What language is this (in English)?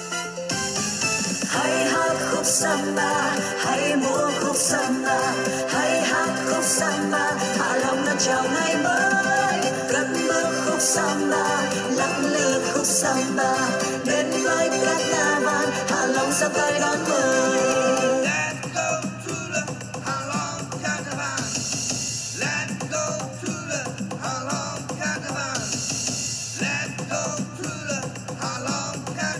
Vietnamese